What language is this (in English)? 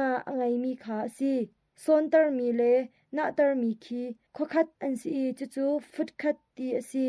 Hakha Chin